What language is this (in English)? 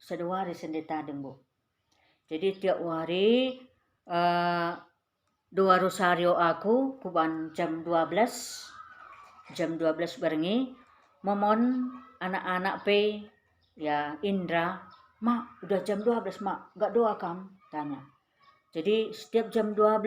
Batak Karo